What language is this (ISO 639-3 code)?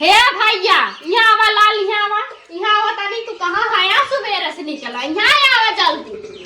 awa